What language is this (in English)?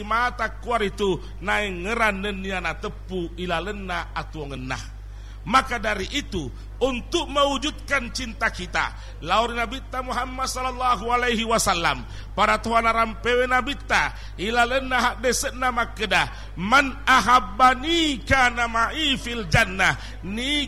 Buginese